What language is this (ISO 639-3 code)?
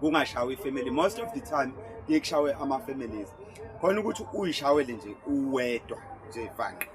zul